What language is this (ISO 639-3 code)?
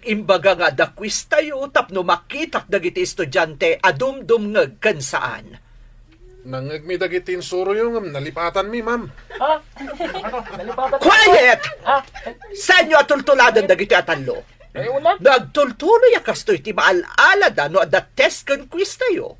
ilo